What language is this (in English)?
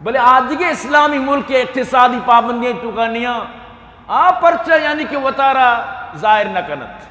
Eastern Balochi